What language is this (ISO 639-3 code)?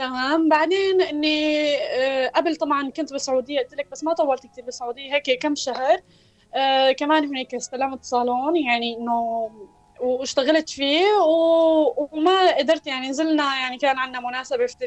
apc